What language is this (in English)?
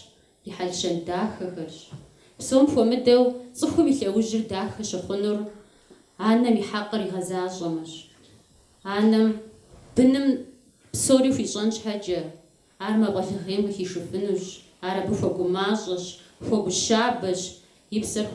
Kabardian